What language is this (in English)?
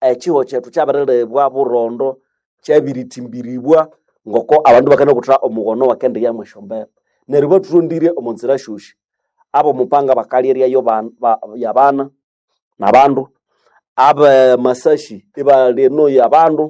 Nande